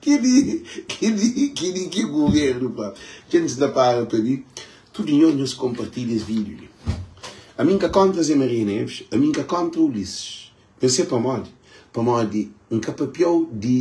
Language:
Kabuverdianu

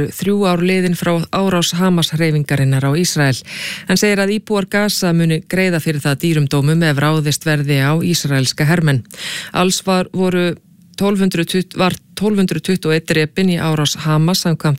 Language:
Icelandic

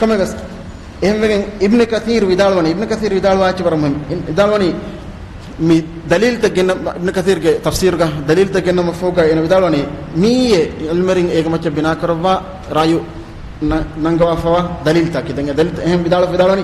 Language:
Divehi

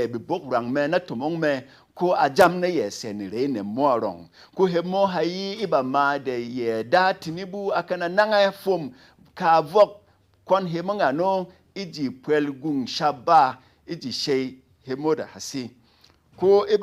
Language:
Berom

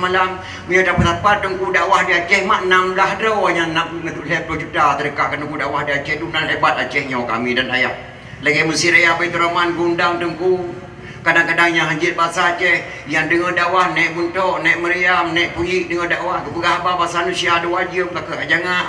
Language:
Achinese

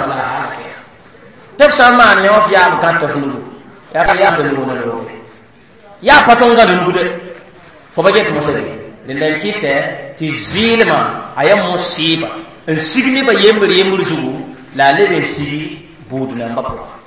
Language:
Mossi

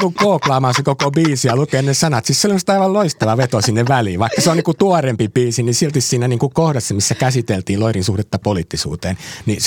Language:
Finnish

